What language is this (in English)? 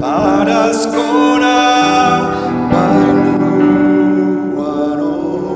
Batak Simalungun